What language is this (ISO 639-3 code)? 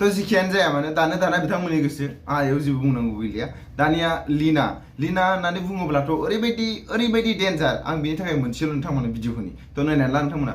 brx